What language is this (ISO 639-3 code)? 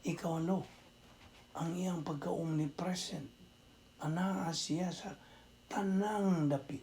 ceb